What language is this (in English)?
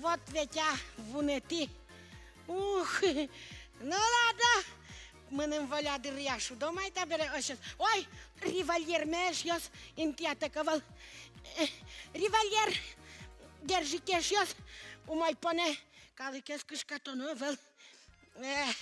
Udmurt